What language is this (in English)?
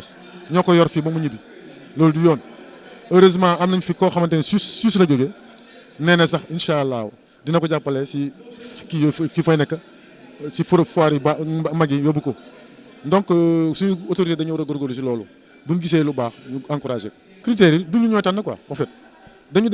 Wolof